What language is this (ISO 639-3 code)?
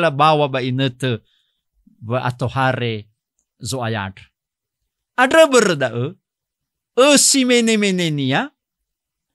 nia